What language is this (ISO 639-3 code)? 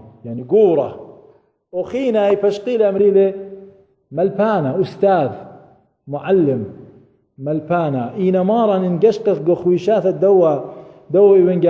aii